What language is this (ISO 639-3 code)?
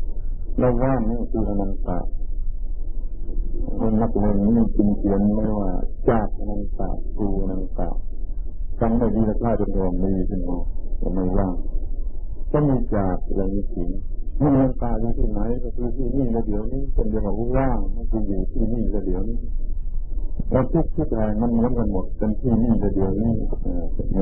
tha